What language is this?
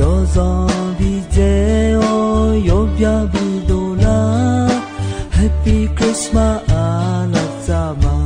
Akha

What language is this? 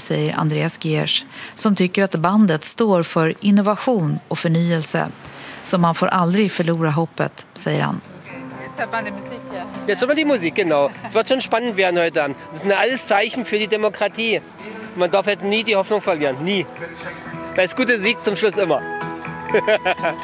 Swedish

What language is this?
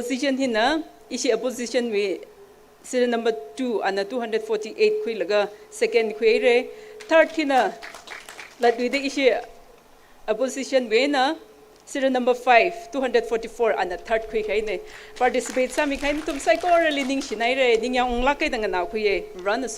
Tangkhul Naga (India)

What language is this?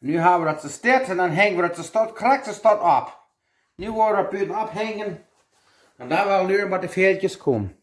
Plautdietsch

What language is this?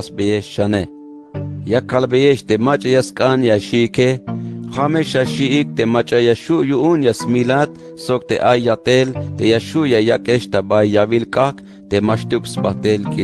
Tzeltal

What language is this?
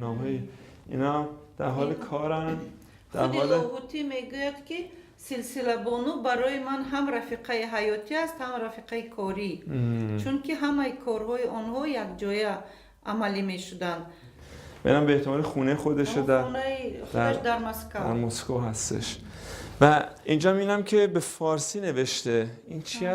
Persian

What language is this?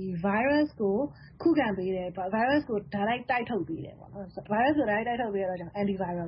Burmese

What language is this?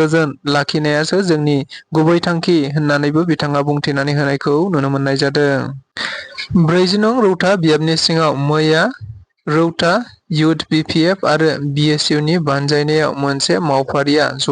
Bodo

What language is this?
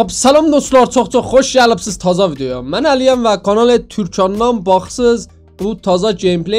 South Azerbaijani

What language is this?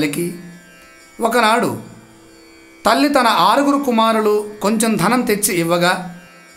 Telugu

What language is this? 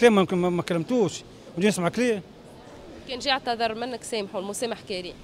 Tunisian Arabic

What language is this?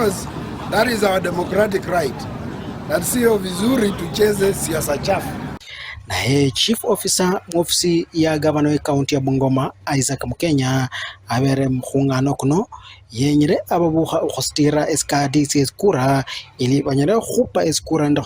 Luyia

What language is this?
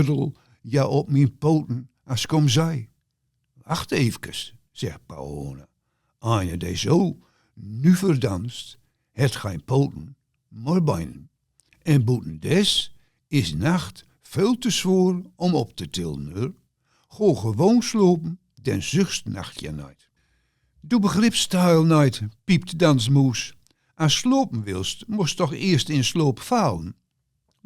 Gronings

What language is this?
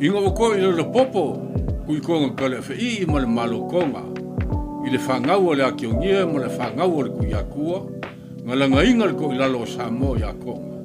Samoan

